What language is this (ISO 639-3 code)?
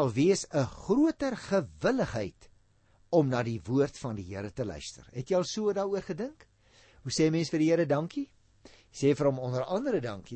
afr